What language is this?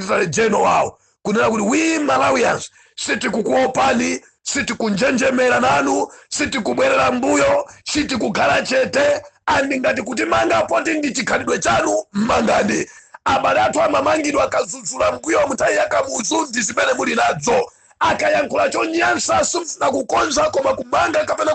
Nyanja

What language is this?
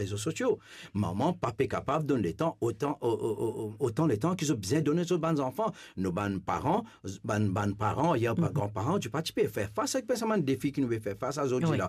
Morisyen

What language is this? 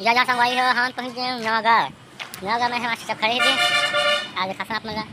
Chhattisgarhi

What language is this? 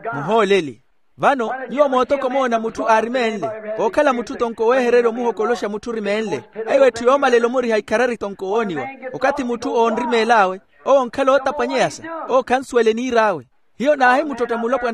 Makhuwa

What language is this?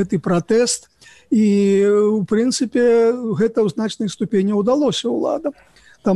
Belarusian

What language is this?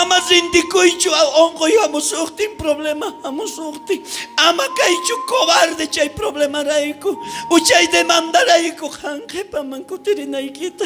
South Bolivian Quechua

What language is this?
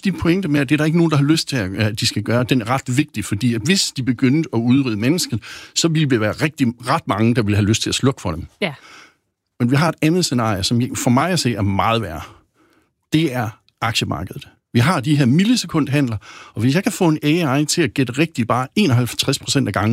Danish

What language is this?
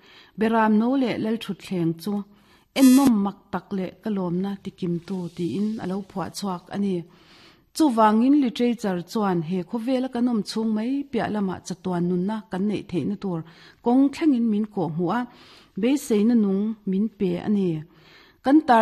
Mizo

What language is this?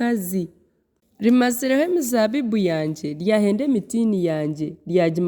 Nyankole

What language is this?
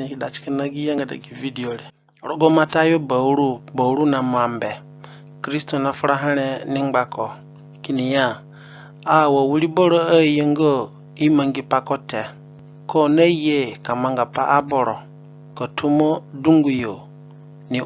Zande (individual language)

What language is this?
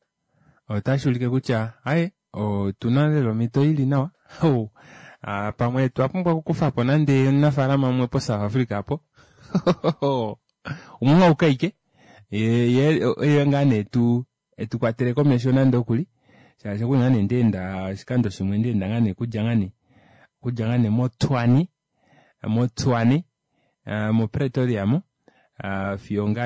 Kuanyama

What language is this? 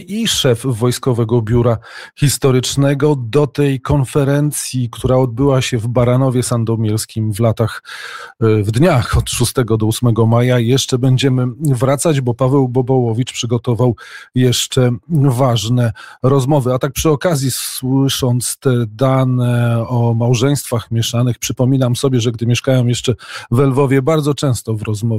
Polish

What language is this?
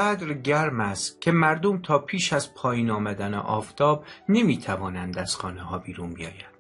Persian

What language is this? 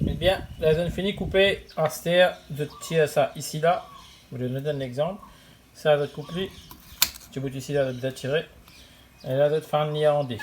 Morisyen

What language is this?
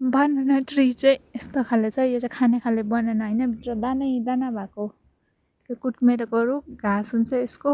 Nepali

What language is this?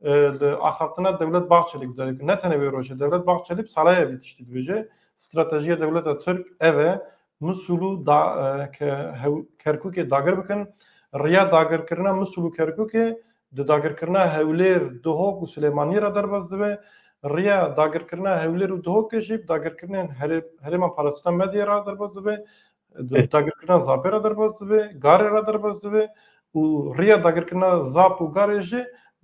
Kurdish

